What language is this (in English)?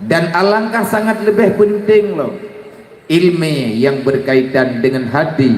Achinese